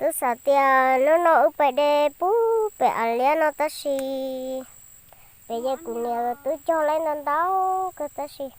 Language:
Hmong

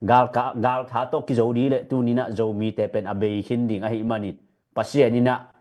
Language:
Tedim Chin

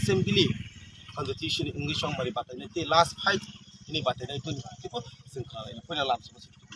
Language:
Kok Borok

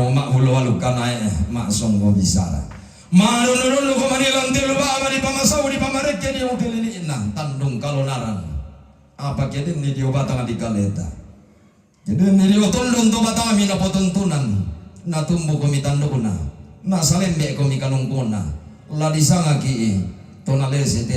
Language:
Toraja-Sa'dan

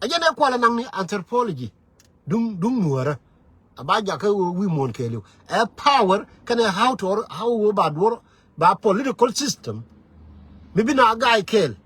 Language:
Nuer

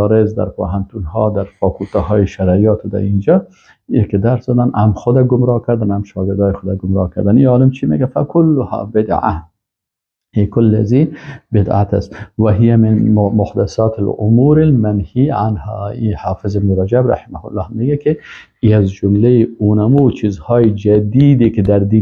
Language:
Persian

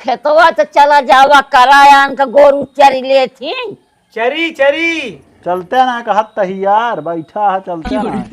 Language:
Awadhi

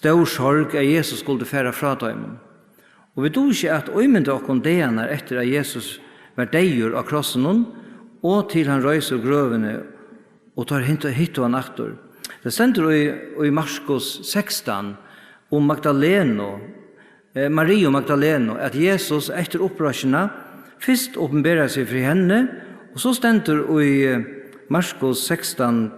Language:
Faroese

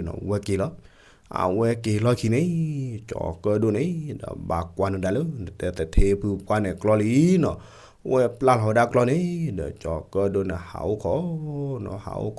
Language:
S'gaw Karen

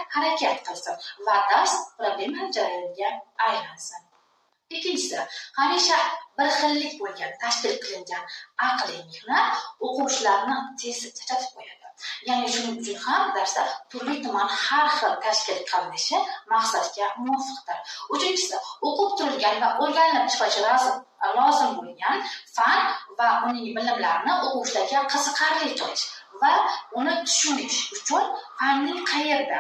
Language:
Uzbek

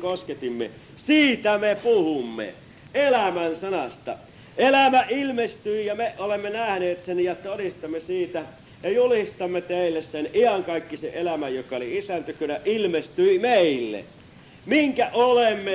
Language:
Finnish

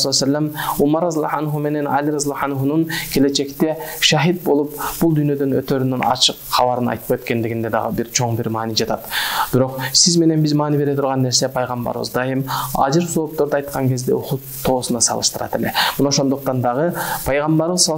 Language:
Kyrgyz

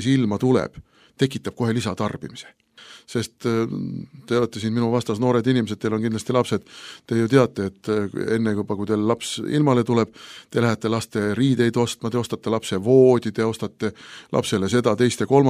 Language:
Estonian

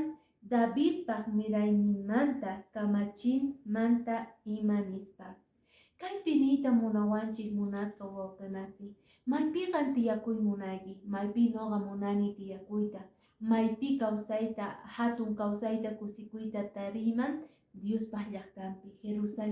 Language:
Quechua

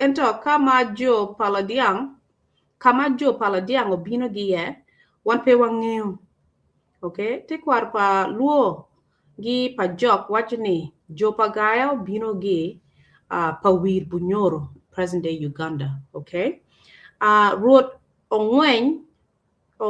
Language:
Acoli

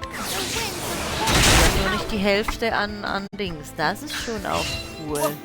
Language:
Swiss German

